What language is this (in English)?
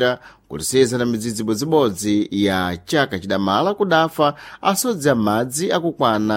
Sena